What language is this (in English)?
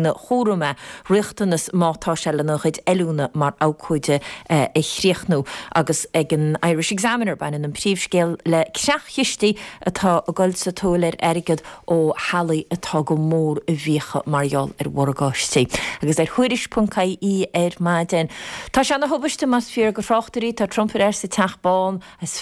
Irish